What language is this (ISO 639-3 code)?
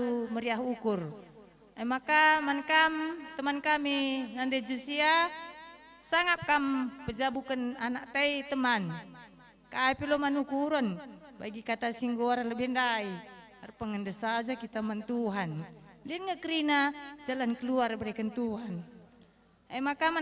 btx